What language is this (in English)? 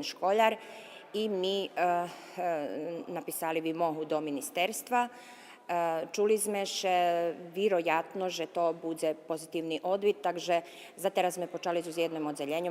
Rusyn